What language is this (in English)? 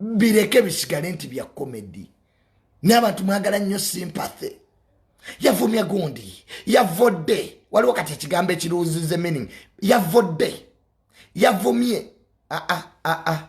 Ganda